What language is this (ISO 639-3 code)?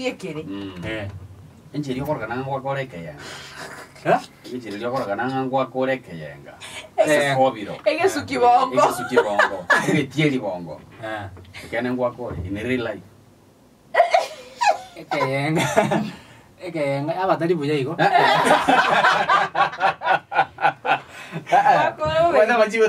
guz